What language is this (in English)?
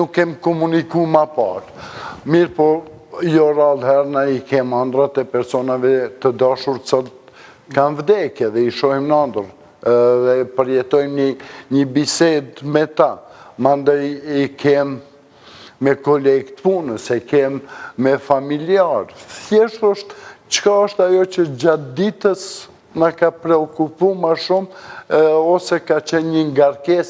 Albanian